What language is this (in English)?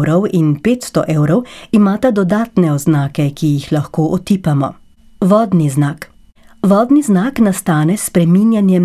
Slovenian